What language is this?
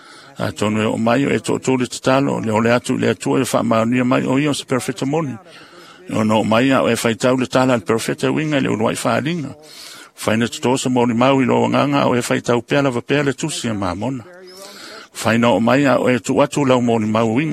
Samoan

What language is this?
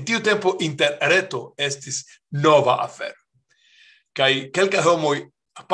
Esperanto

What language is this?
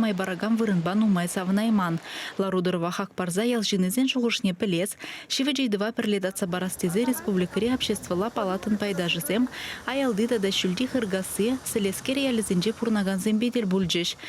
Chuvash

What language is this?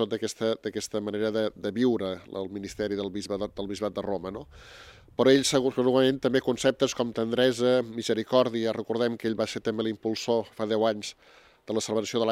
Catalan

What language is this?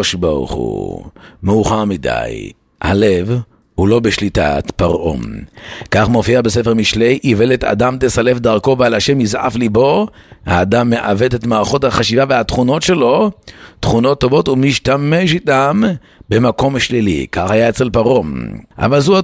Hebrew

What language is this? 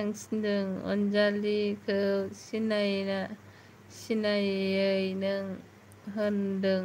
Bodo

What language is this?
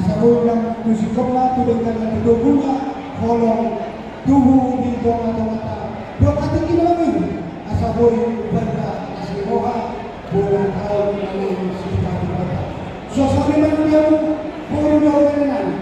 Batak Toba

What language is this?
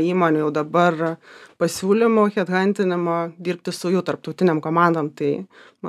Lithuanian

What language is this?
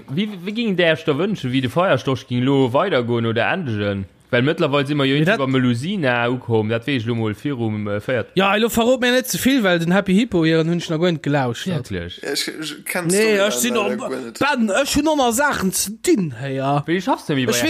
Luxembourgish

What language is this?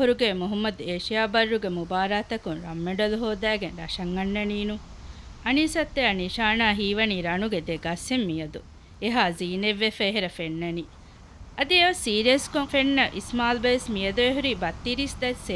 Divehi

